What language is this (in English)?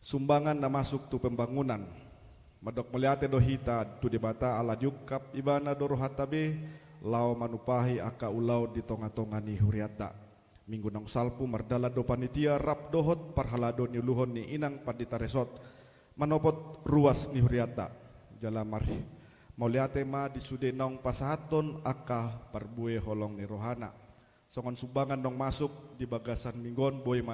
Batak Toba